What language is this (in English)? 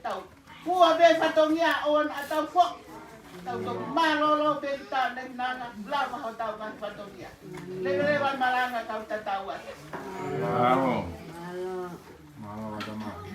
Tongan